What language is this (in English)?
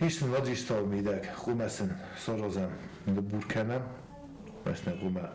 Ossetic